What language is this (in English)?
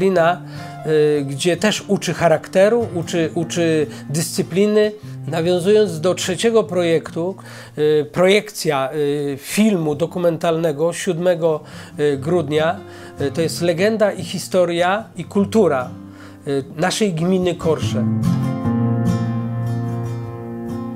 Polish